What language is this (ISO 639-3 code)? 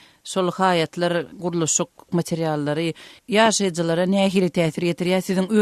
tuk